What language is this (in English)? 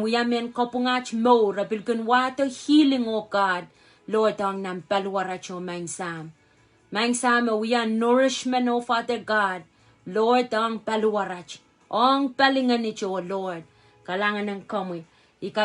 Pohnpeian